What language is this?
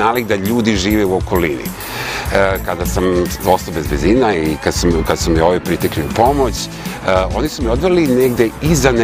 Serbian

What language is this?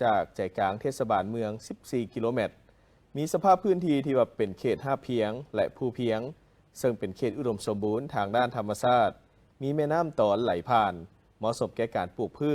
Lao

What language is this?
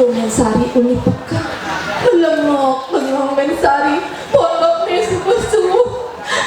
Balinese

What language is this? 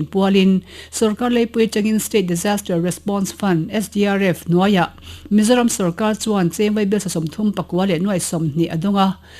Mizo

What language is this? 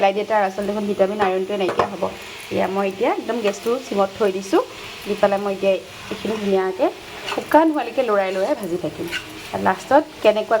Assamese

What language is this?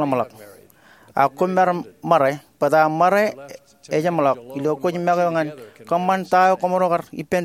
Marshallese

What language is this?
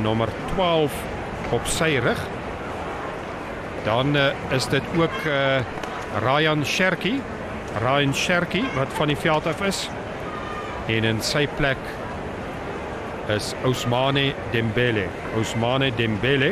Afrikaans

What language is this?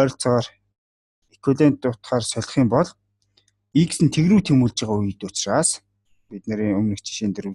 Mongolian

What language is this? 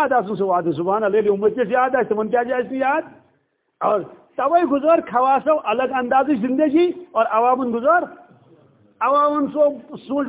Kashmiri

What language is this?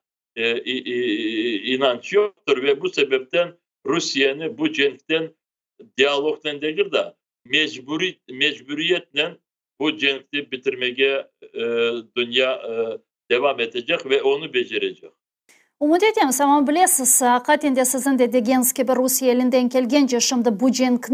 Crimean Tatar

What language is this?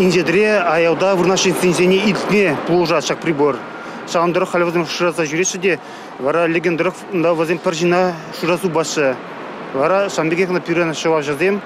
Chuvash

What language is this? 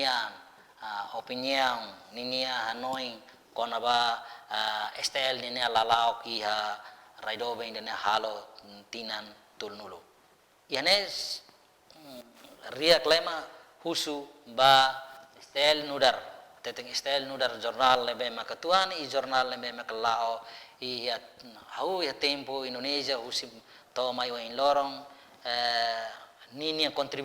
Tetum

